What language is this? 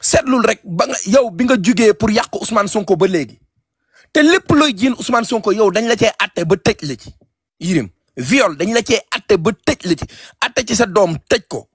Wolof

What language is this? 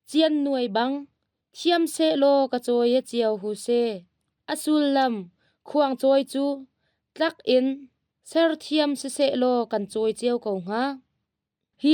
Hakha Chin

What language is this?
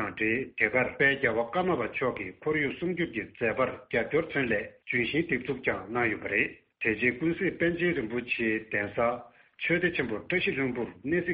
Tibetan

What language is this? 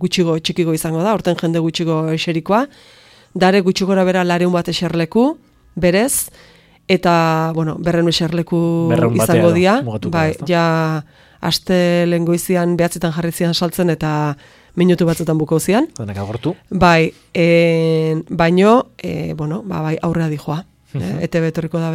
Basque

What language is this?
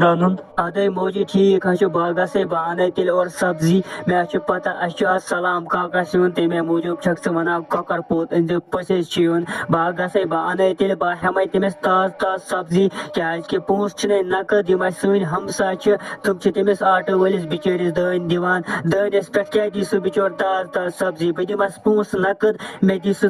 Kashmiri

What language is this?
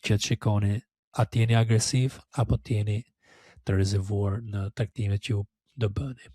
Albanian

